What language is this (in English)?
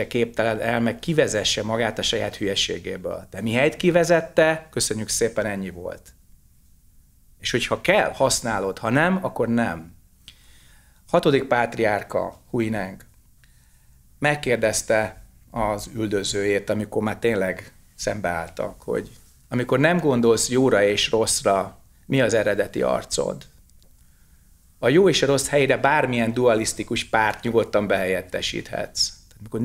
Hungarian